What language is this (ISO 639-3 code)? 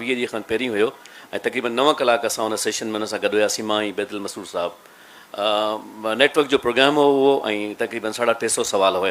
snd